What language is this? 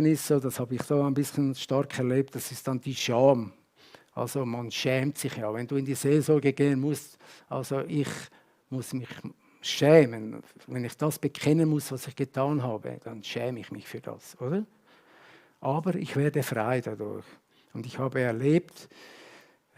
Swiss German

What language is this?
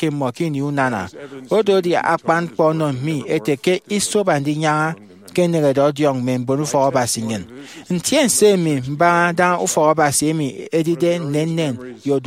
Efik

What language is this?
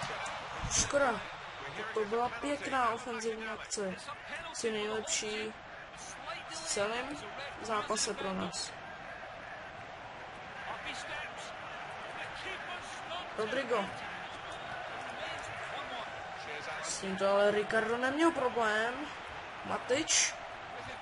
Czech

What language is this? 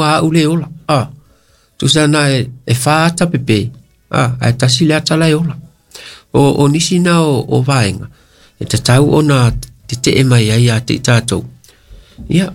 Samoan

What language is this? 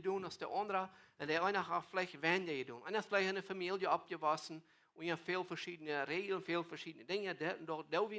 Plautdietsch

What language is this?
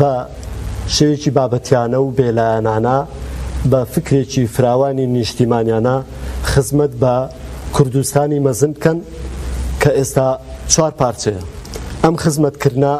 Central Kurdish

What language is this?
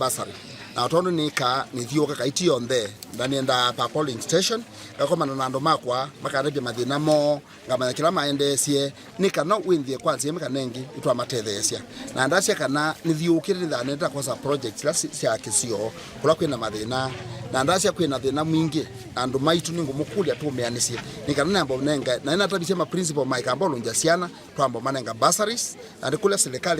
Kamba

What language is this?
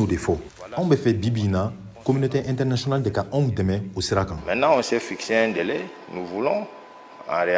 Bambara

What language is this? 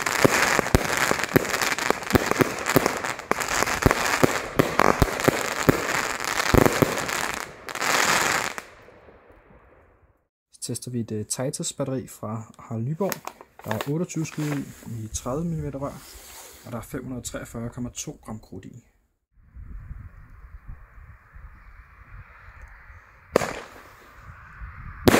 Danish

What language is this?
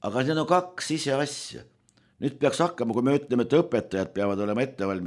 Estonian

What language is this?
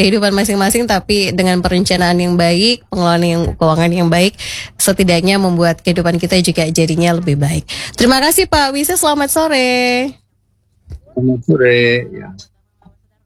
Indonesian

